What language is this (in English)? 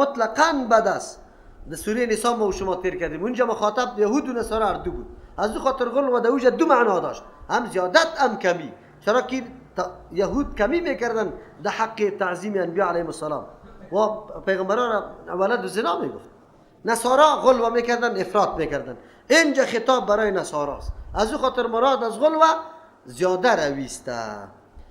Persian